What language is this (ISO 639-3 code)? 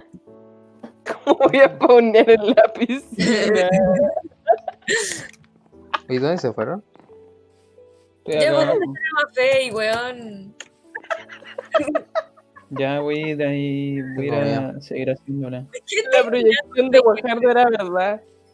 spa